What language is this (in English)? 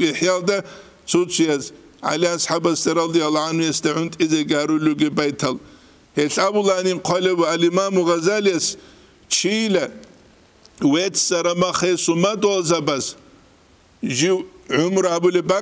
Avaric